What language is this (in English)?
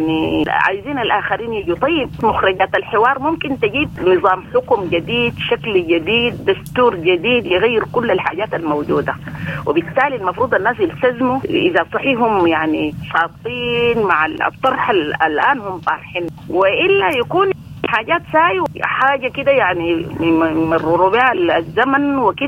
Sudanese Arabic